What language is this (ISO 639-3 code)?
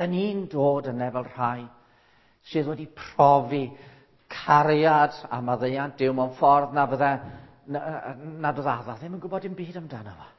cym